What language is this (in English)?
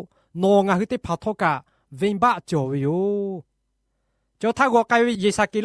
Lahu